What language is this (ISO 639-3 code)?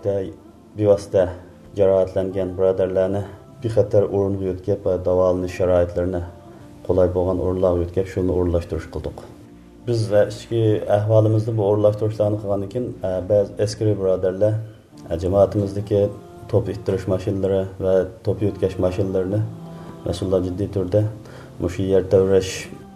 uig